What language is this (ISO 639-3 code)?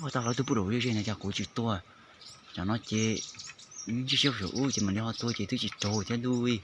hmn